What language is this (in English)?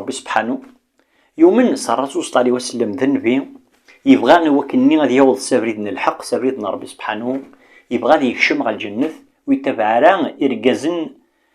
Kabyle